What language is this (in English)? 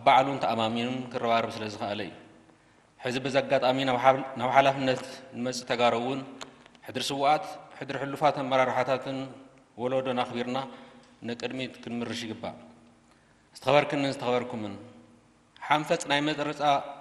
Tigrinya